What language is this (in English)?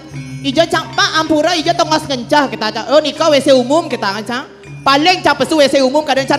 Balinese